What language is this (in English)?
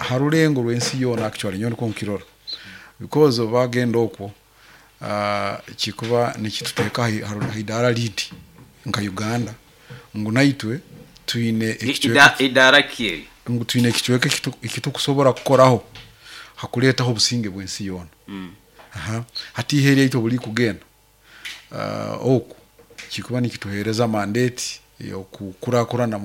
Nyoro